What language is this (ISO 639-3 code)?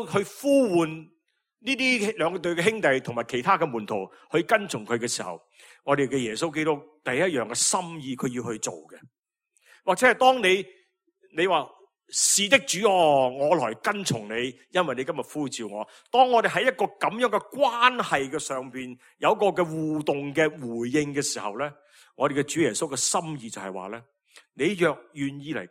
yue